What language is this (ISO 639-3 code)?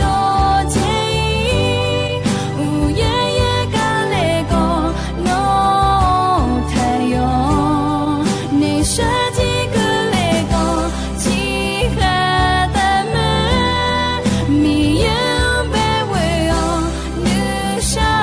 ahk